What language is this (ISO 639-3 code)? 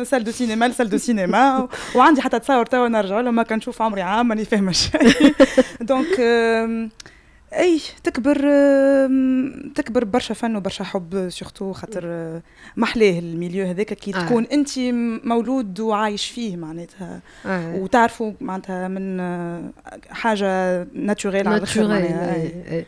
aeb